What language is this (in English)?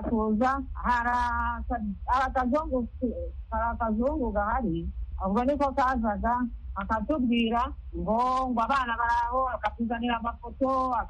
Kinyarwanda